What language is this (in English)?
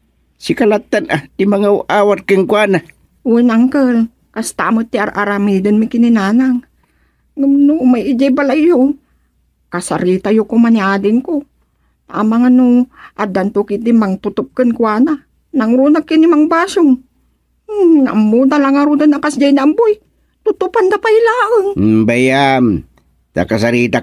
Iloko